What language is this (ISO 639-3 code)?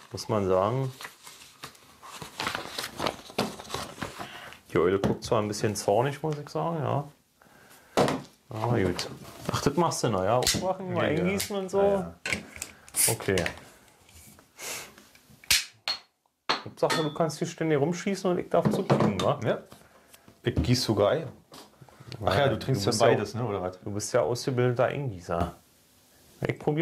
deu